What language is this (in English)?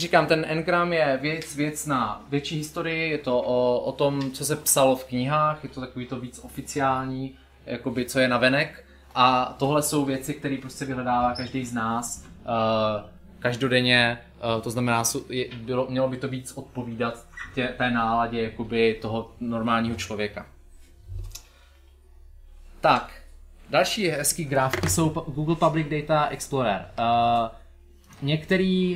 Czech